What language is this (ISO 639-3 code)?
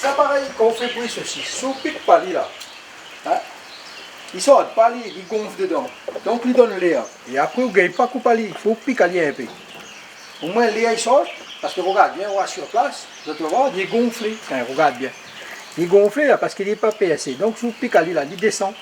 rcf